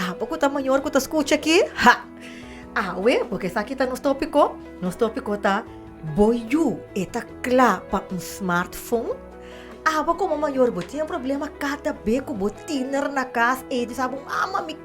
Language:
Papiamento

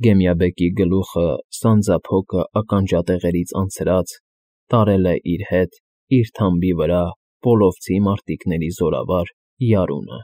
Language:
Armenian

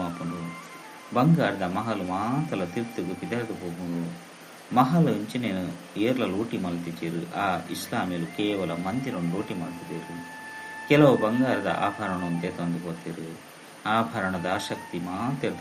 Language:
Tulu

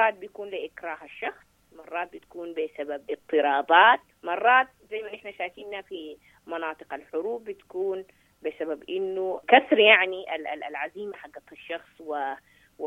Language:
Sudanese Arabic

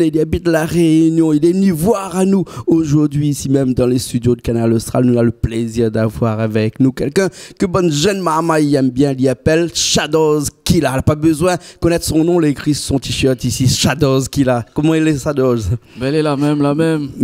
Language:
Réunion Creole French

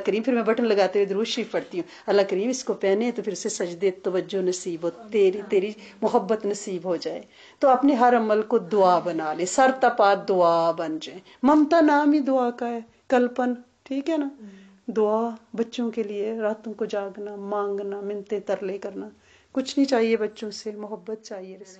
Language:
Urdu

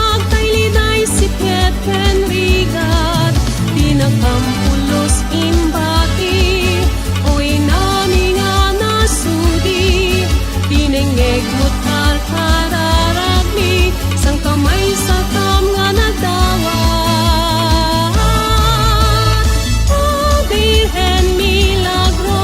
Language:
Iloko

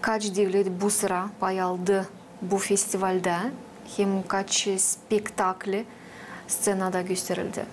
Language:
Gagauz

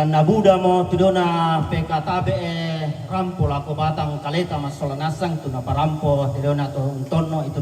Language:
Toraja-Sa'dan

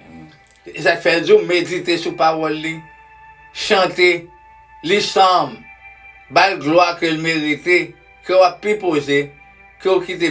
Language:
Haitian Creole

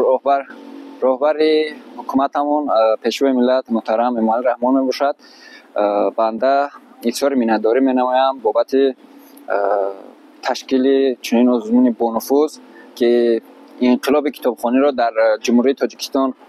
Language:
Tajik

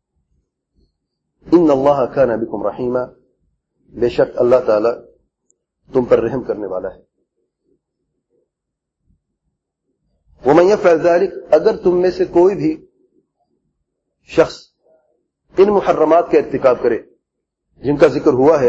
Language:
Urdu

